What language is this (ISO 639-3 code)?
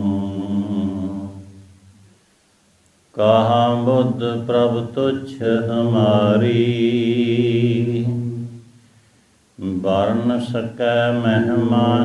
pan